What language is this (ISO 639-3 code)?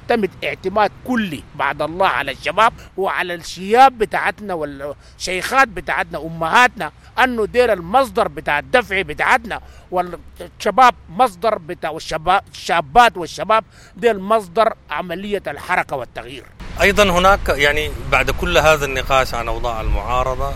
apd